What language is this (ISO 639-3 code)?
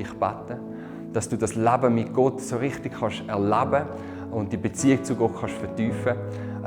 gsw